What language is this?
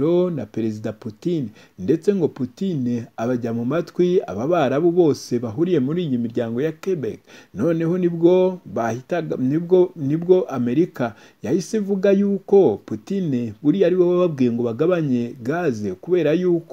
Kinyarwanda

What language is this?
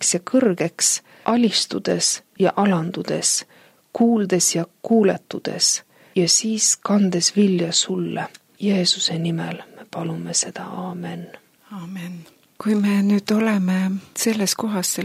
Estonian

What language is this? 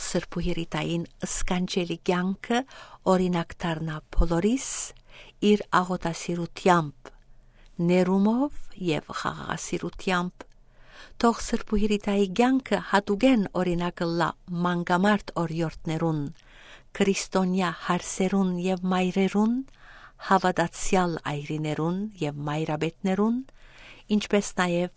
Western Armenian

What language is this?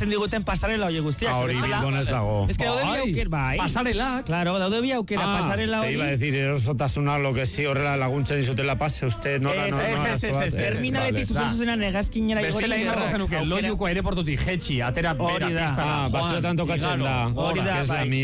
Basque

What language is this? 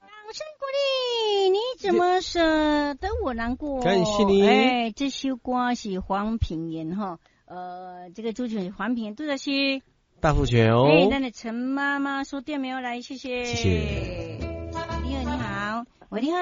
Min Nan Chinese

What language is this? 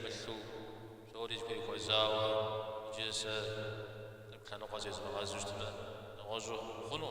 Kabardian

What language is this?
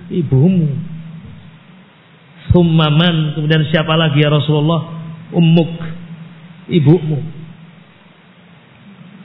Indonesian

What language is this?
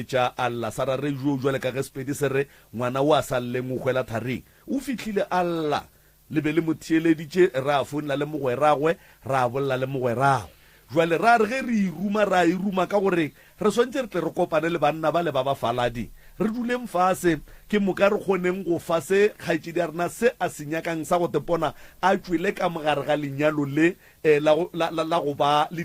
Northern Sotho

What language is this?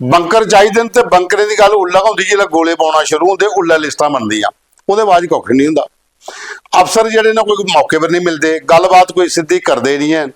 Dogri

